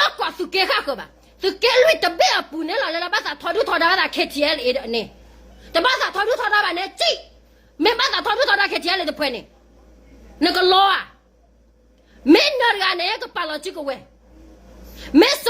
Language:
S'gaw Karen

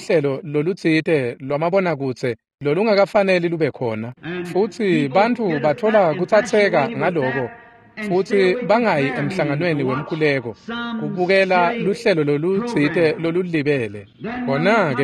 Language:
Swati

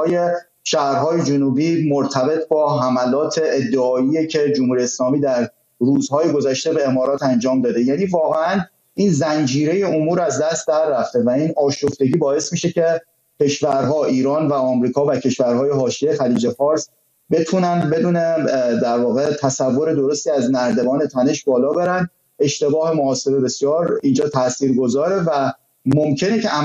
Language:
Persian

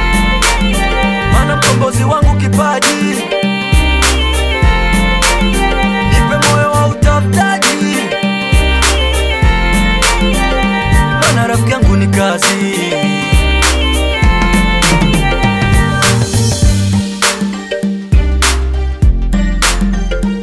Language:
Swahili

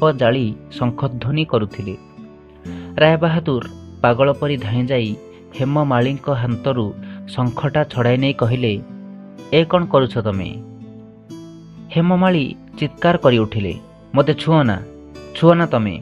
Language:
Odia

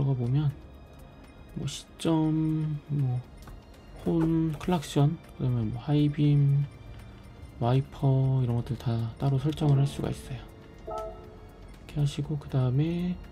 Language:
Korean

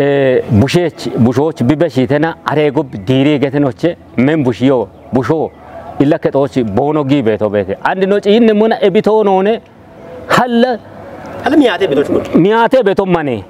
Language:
Kafa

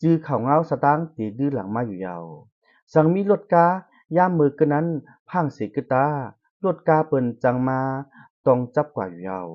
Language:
Shan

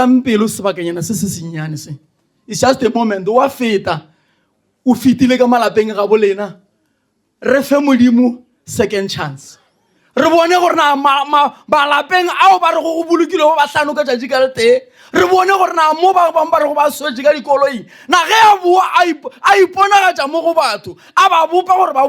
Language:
Northern Sotho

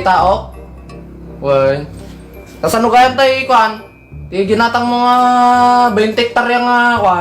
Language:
Iloko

